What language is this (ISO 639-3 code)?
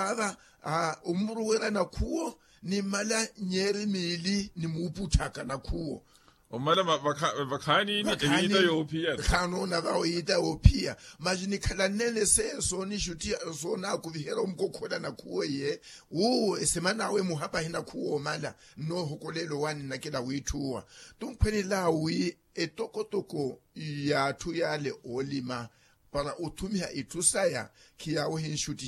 vmw